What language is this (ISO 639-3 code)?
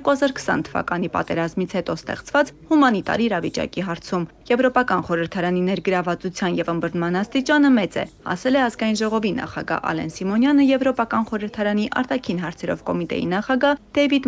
hye